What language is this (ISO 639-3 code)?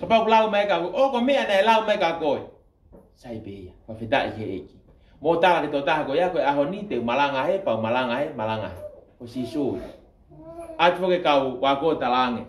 ton